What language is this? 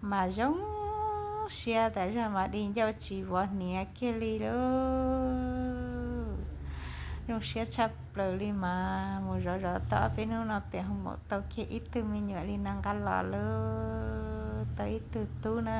Hmong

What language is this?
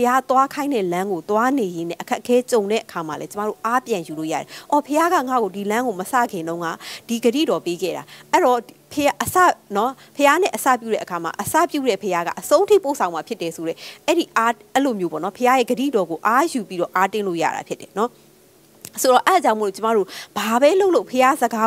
Burmese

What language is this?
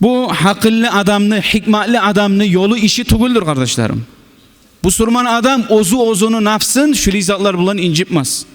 Kumyk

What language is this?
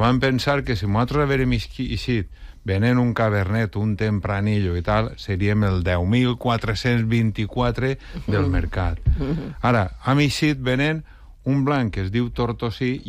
Catalan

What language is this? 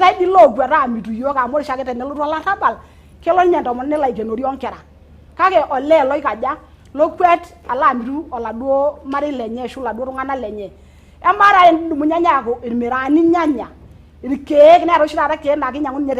Masai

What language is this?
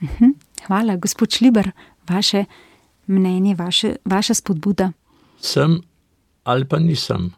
Slovenian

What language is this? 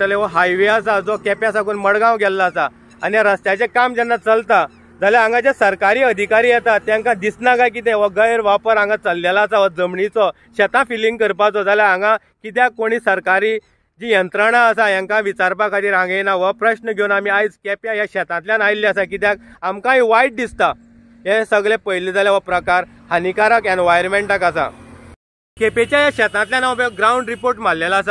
Konkani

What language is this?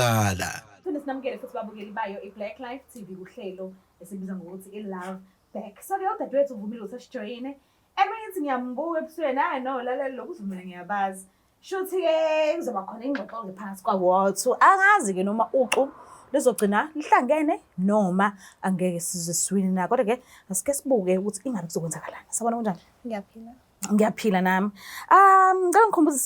Zulu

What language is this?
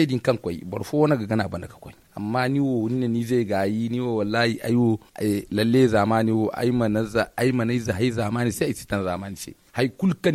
Zarma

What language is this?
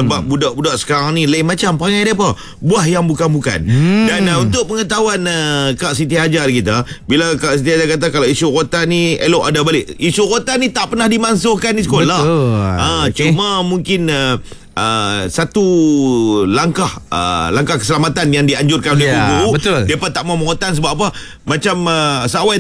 Malay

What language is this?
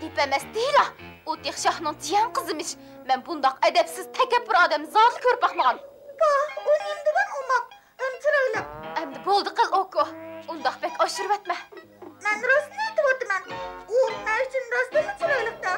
Uyghur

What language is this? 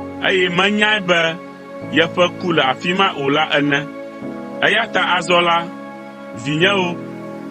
Ewe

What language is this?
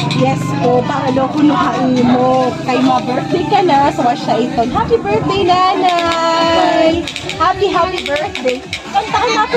Waray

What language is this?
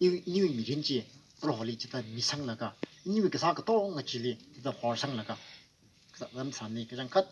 Tangkhul Naga (India)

